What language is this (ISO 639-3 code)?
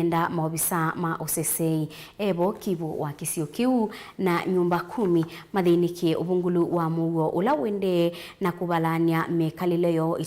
kam